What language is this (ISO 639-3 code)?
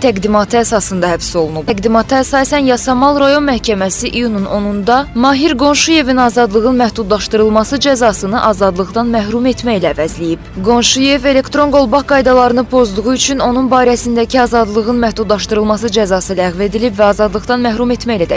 aze